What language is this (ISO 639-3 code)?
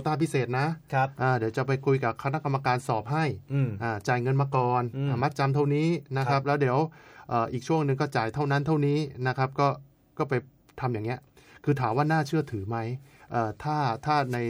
tha